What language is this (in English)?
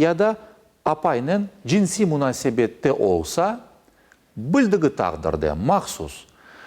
Crimean Tatar